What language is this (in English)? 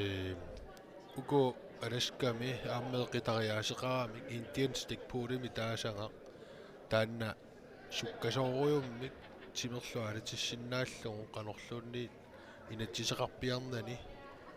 Kalaallisut